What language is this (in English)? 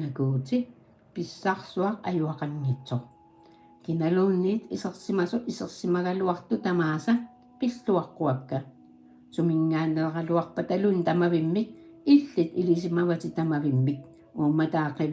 Kalaallisut